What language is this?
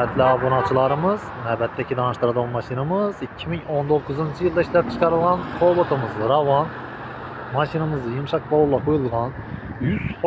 Uzbek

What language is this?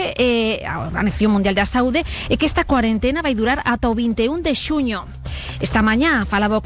Galician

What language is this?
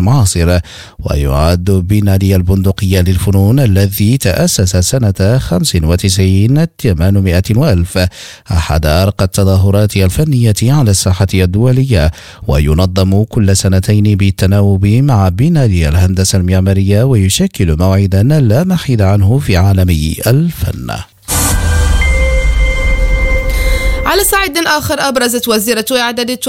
Arabic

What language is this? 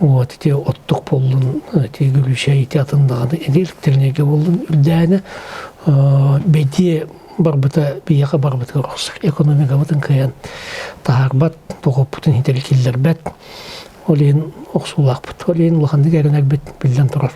Yakut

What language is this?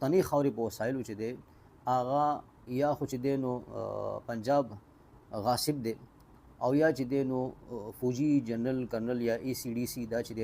Pashto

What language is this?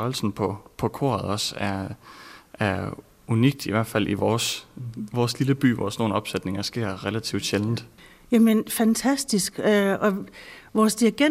Danish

